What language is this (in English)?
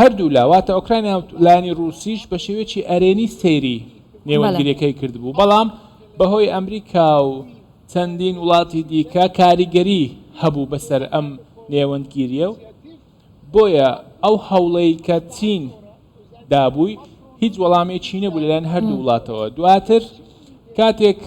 Central Kurdish